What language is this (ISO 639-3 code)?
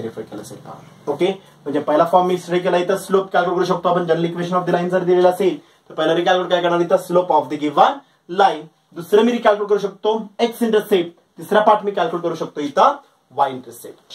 mar